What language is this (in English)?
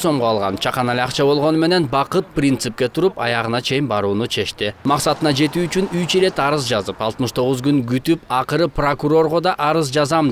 Kyrgyz